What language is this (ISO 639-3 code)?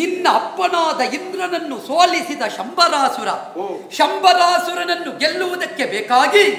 kan